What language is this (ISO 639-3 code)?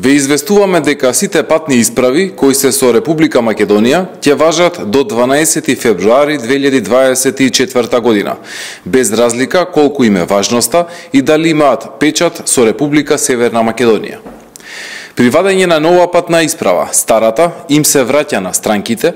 mkd